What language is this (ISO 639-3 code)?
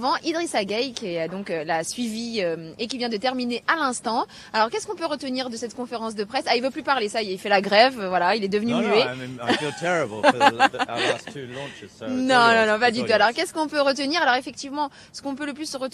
fra